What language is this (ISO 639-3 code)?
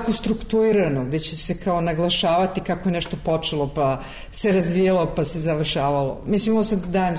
srp